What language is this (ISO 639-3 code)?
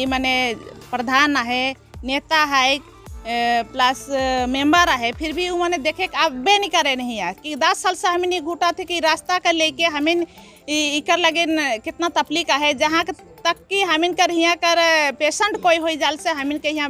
sck